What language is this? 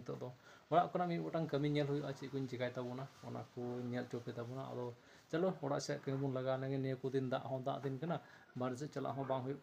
Santali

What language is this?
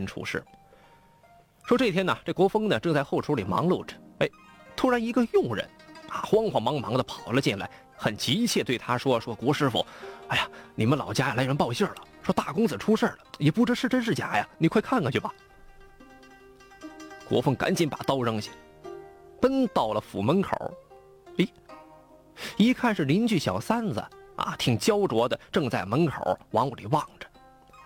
Chinese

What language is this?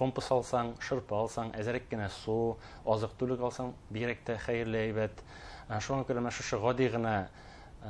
Bashkir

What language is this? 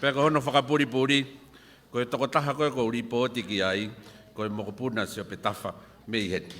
Tongan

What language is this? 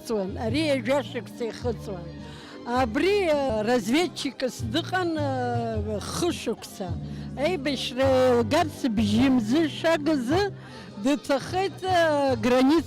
Abkhazian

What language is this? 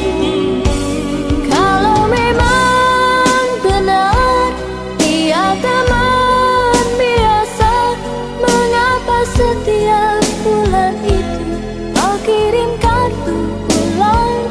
Indonesian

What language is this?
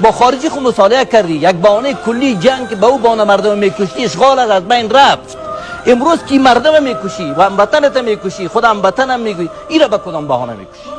Persian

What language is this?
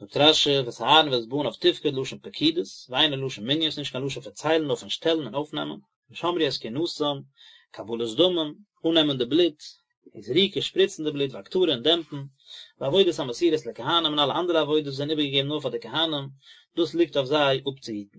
Yiddish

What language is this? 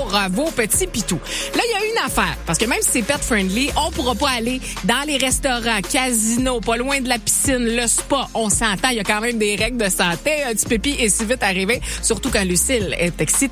French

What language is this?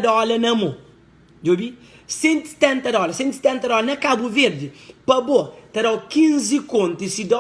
Kabuverdianu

